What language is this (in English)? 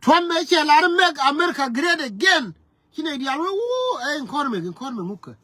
Nuer